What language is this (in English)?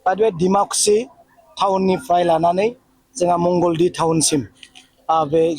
Bodo